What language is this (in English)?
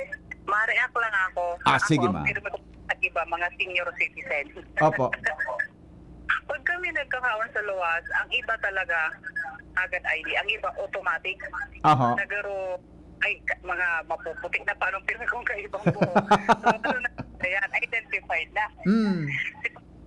Bikol